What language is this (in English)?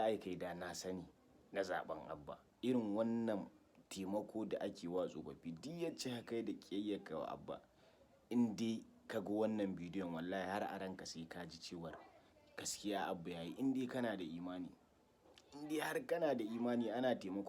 Hausa